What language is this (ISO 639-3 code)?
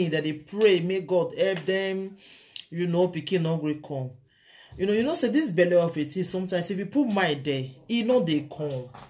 pcm